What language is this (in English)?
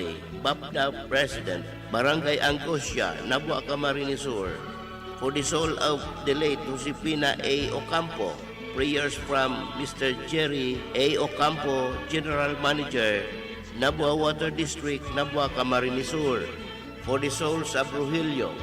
Bikol